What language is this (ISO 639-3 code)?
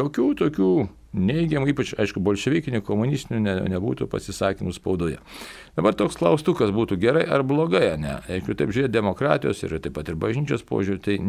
lit